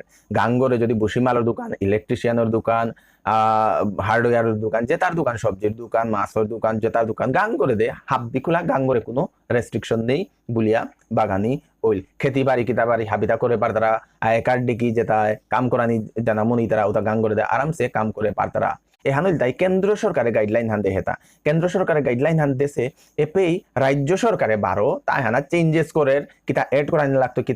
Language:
Bishnupriya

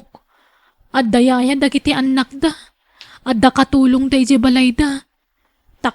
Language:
Iloko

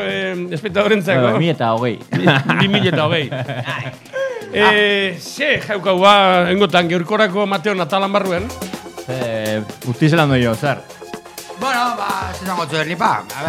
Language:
Basque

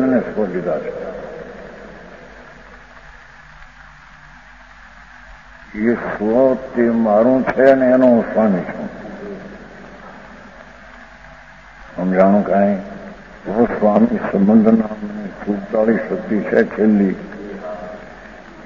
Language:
Gujarati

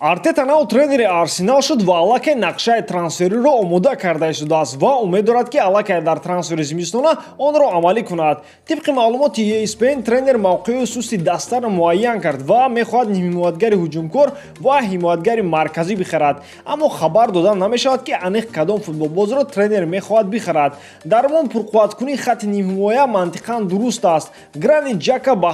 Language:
Tajik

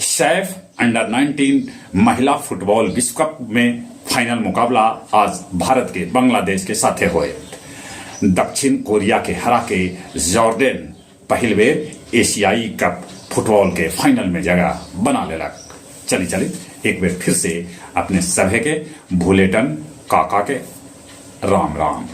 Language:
Magahi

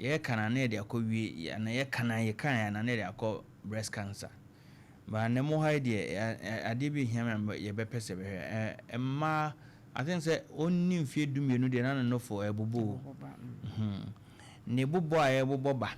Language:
Akan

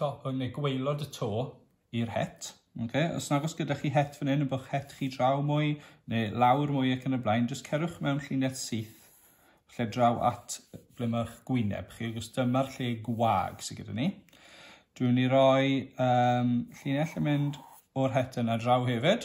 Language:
Welsh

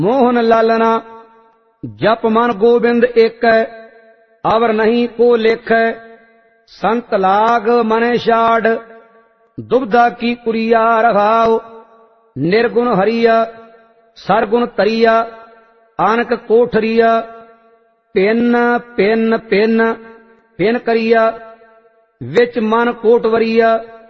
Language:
Punjabi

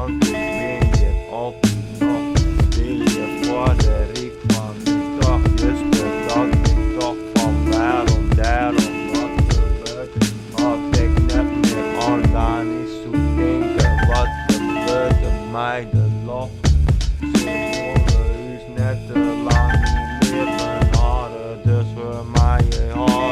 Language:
Western Frisian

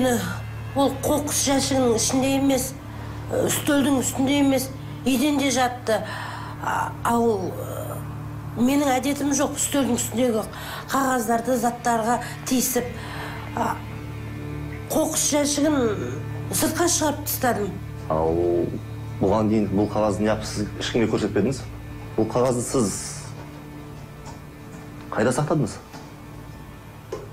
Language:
Kazakh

